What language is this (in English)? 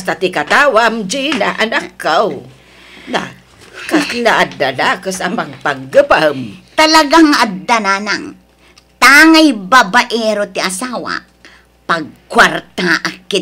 Iloko